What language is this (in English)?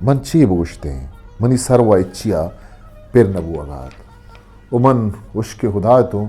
Eastern Balochi